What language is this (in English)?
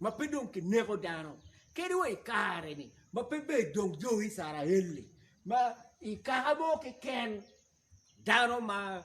Acoli